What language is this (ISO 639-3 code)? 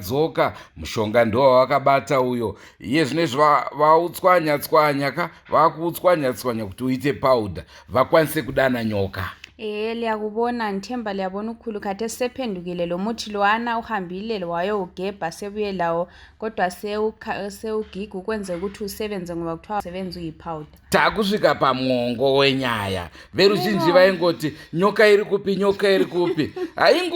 sna